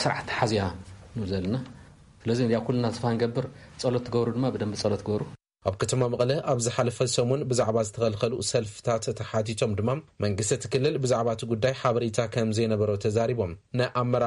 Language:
Tigrinya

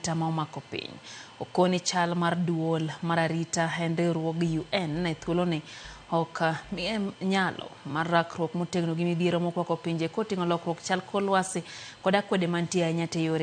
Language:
Luo (Kenya and Tanzania)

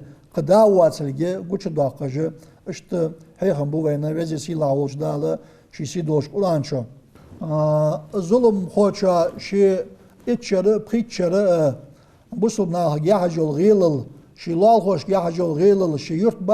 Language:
Ingush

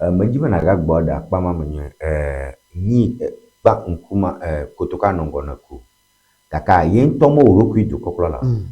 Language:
Ewe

